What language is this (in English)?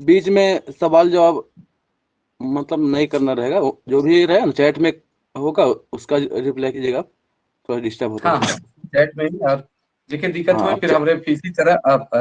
Sadri